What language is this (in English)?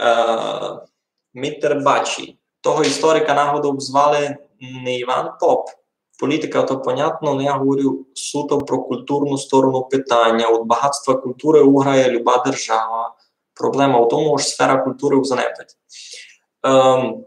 Rusyn